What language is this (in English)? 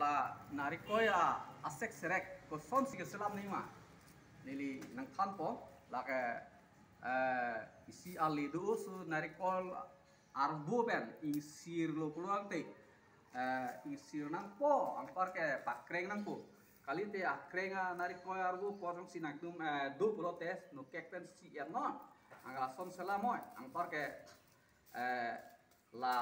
Karbi